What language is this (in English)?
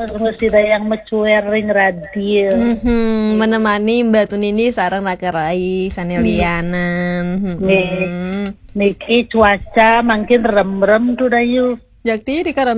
Balinese